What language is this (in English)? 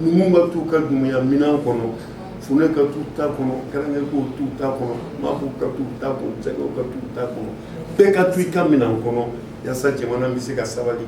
Bambara